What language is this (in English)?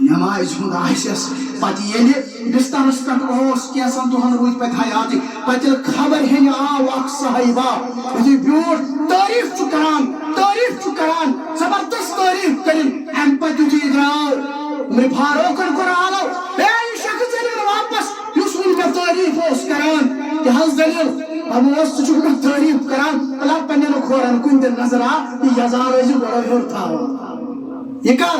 Kashmiri